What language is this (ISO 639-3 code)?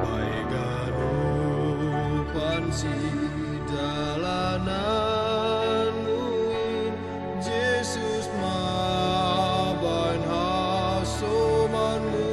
bts